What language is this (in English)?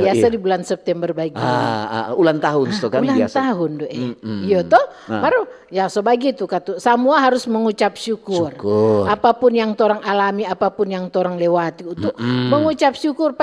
Manado Malay